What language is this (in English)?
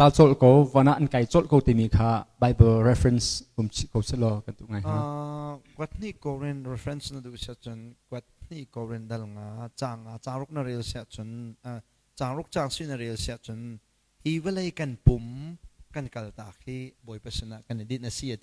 Hakha Chin